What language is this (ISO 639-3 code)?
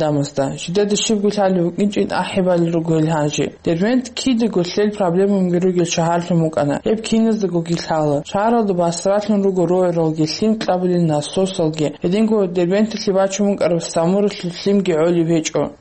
ava